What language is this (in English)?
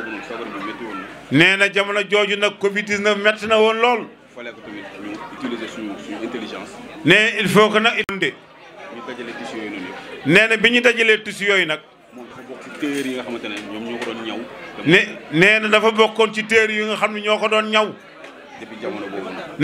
Wolof